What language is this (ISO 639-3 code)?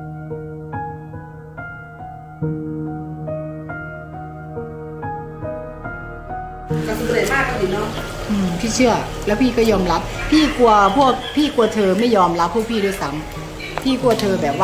tha